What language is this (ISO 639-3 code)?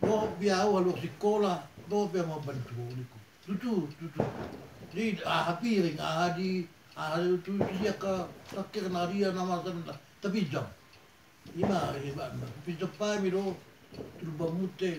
bbc